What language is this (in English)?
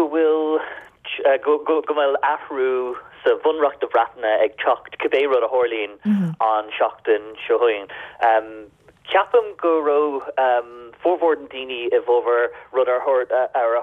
Irish